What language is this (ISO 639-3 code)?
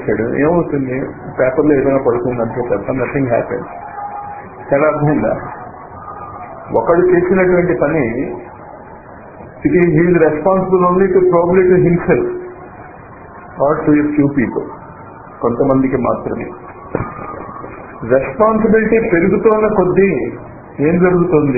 tel